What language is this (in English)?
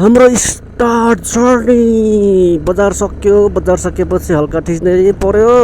Nepali